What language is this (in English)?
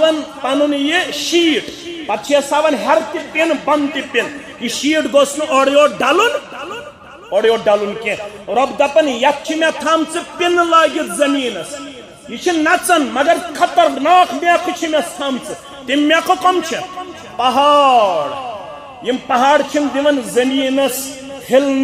Kashmiri